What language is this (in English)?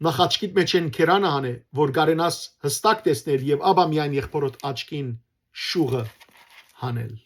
Western Armenian